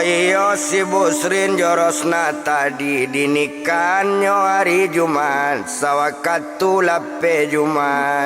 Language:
Minangkabau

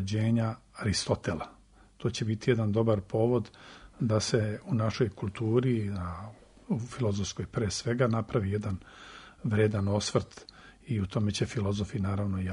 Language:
Serbian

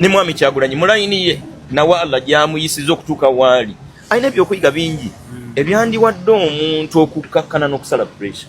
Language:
Ganda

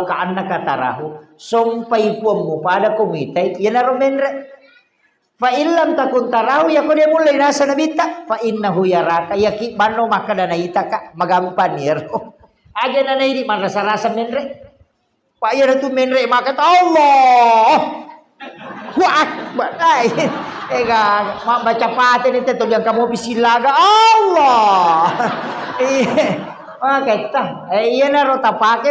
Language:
Buginese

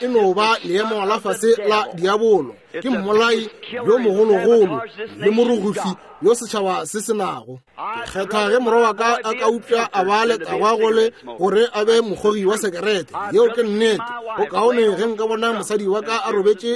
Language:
Northern Sotho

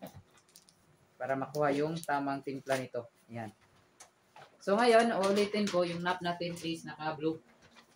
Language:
Filipino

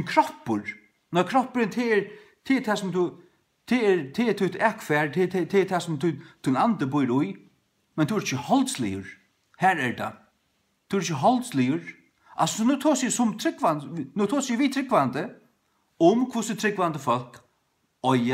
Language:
Faroese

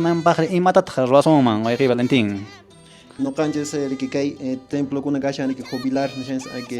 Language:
Quechua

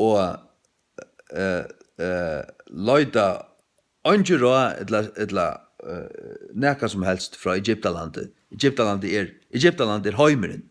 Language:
Faroese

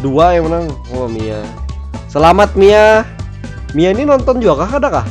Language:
Banjar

